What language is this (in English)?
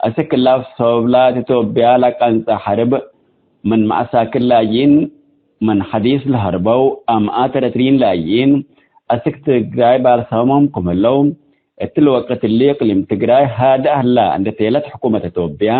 Tigre